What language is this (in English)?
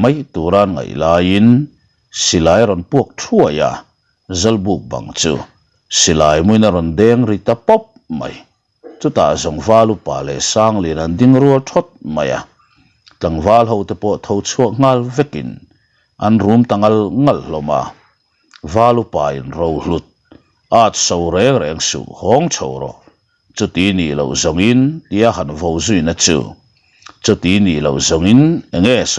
Mizo